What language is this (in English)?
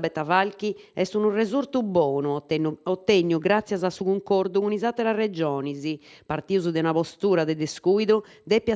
Sardinian